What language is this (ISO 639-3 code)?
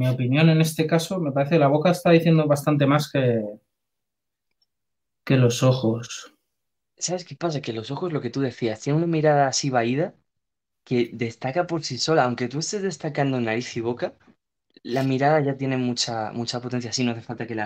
spa